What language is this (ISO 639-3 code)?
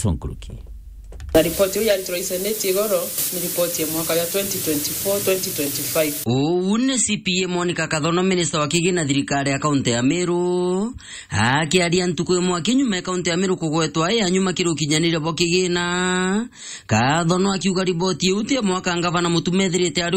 mer